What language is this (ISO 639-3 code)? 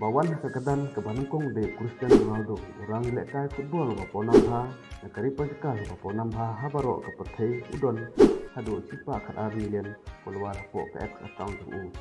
kha